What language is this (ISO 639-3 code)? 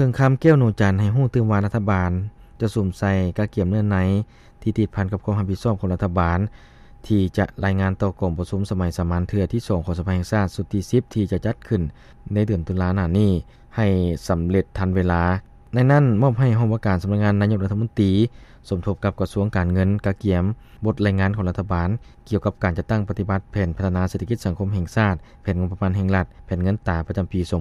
lao